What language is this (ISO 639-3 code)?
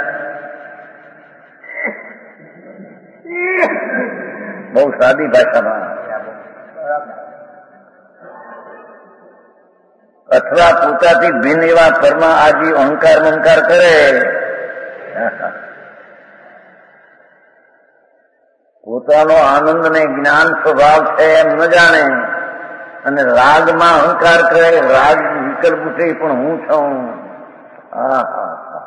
guj